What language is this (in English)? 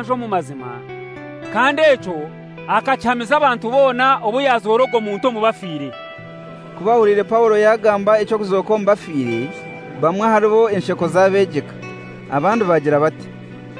Kinyarwanda